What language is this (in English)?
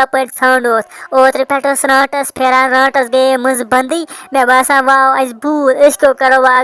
Kashmiri